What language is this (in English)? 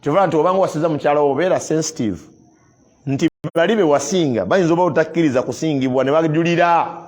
Ganda